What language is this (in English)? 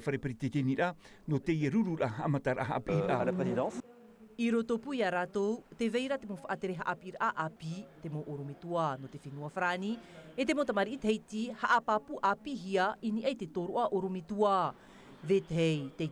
Tahitian